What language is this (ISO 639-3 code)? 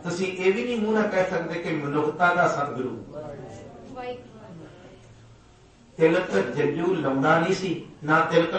pan